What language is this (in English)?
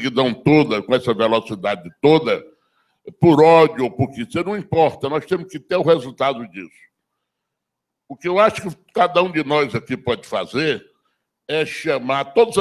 Portuguese